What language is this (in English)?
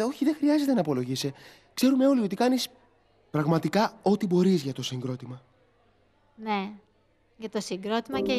Greek